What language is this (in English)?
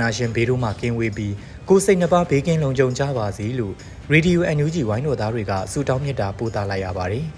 Burmese